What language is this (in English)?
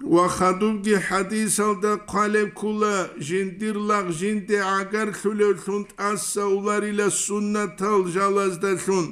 Avaric